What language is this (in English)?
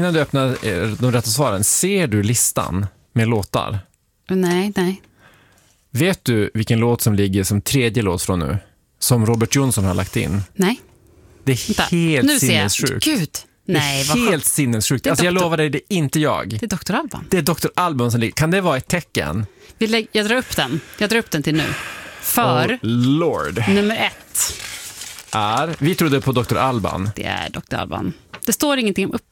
Swedish